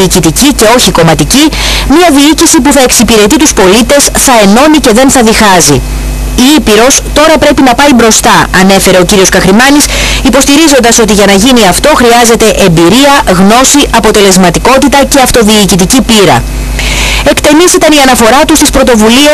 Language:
Greek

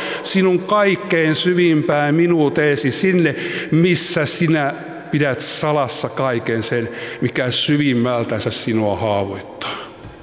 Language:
Finnish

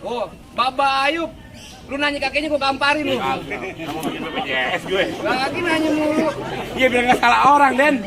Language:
Betawi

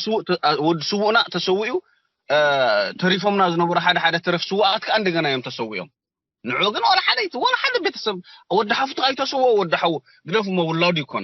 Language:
Tigrinya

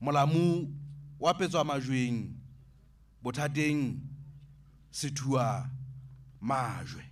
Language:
Southern Sotho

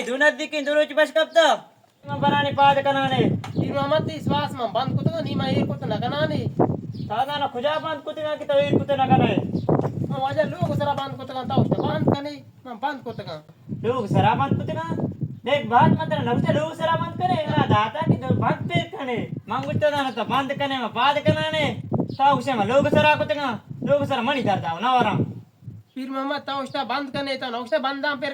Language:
Baluchi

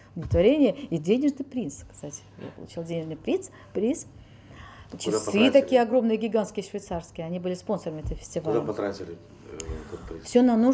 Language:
Russian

